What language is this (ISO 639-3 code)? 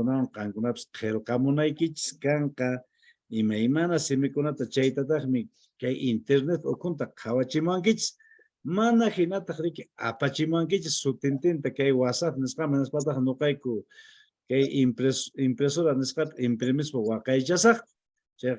que